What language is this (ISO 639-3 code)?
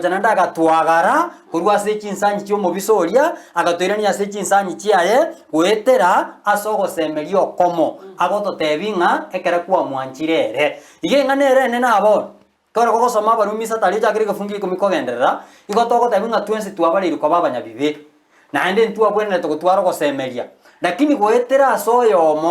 guz